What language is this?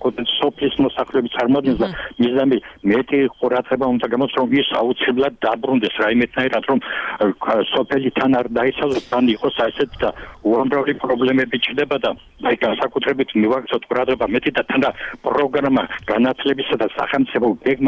Georgian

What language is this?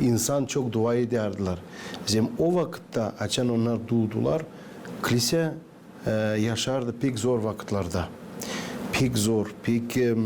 Gagauz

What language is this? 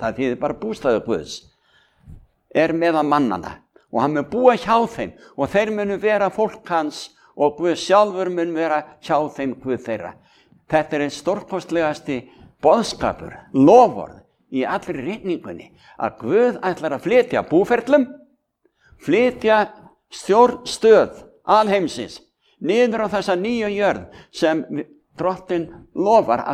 Icelandic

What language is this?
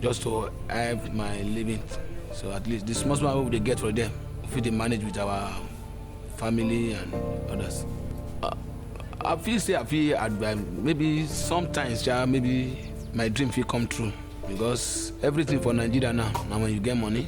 Nigerian Pidgin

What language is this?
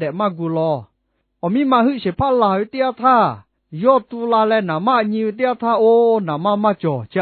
Lahu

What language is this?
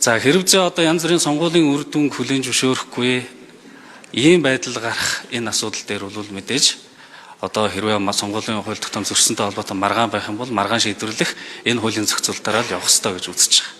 Mongolian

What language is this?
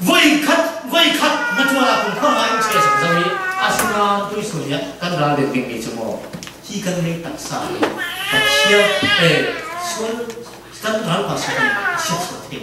Falam Chin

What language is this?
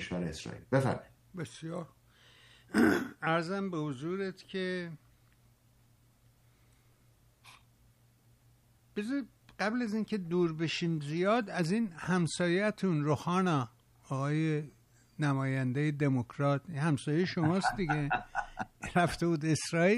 Persian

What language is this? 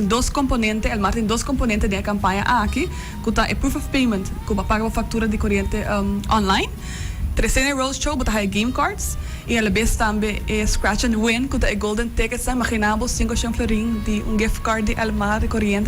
Papiamento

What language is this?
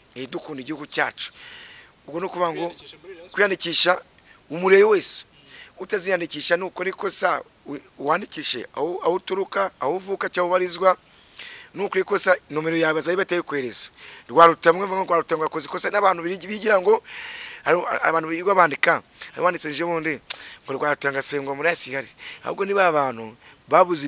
Kinyarwanda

